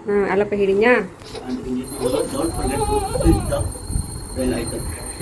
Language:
Santali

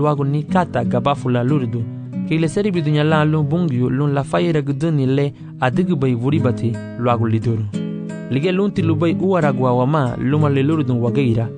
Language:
Garifuna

